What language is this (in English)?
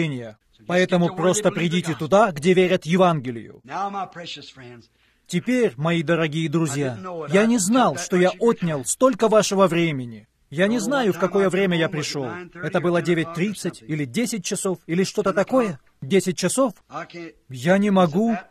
Russian